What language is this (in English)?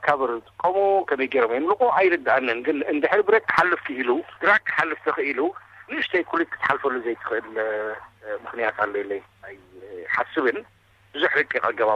Tigrinya